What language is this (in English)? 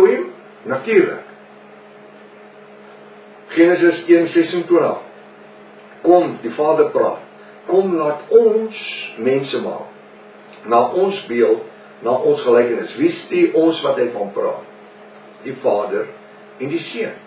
Afrikaans